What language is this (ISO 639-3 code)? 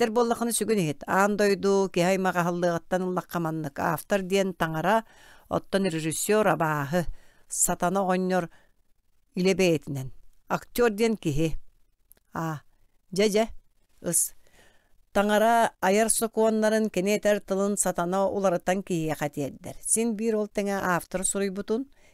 sah